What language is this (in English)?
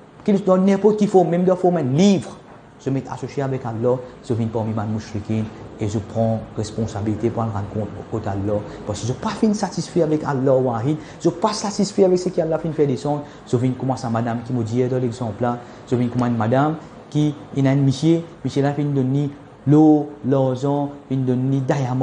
Morisyen